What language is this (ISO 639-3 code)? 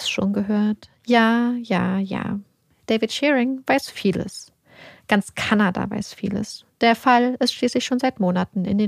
deu